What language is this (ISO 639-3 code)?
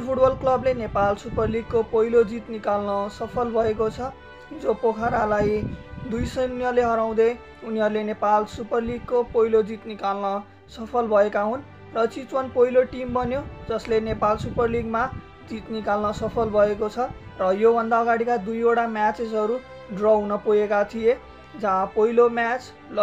nep